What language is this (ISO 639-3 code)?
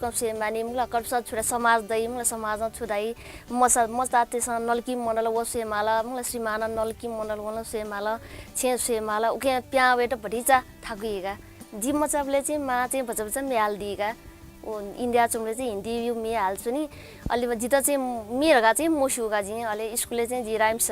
new